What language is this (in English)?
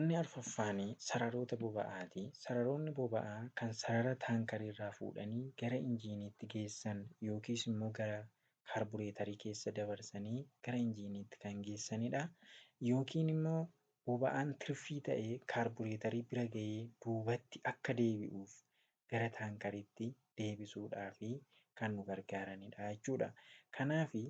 Oromo